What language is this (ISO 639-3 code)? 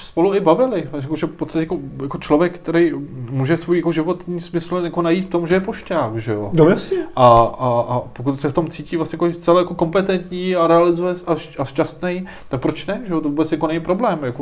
ces